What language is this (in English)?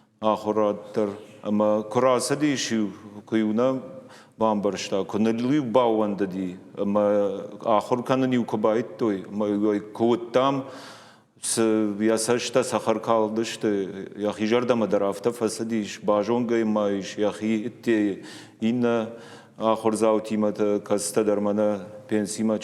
Ossetic